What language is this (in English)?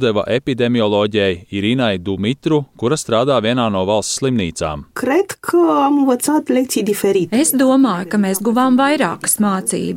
Latvian